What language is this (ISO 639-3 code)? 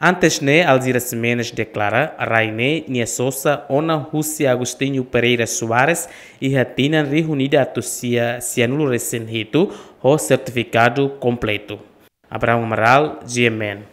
tet